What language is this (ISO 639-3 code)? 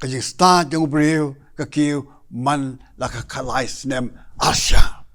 kha